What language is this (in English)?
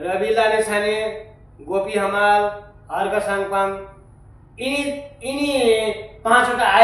Nepali